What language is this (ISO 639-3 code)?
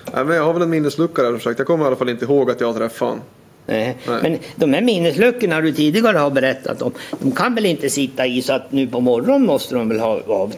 swe